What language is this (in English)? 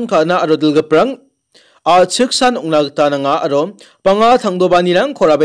Garo